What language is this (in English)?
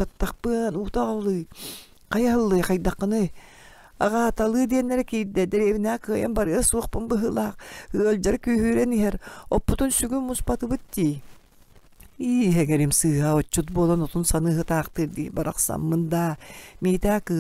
Yakut